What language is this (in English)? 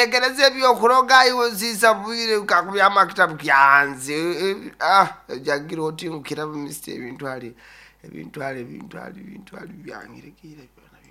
Nyoro